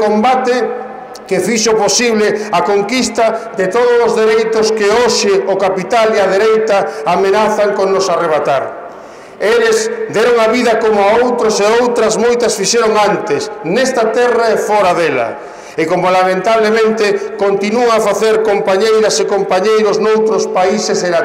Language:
Galician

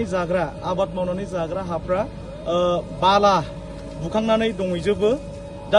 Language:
Bodo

